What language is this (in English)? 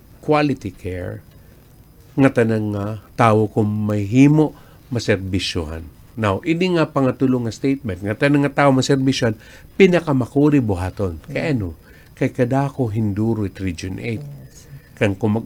Waray